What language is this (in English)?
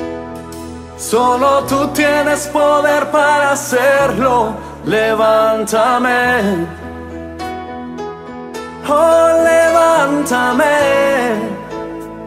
Spanish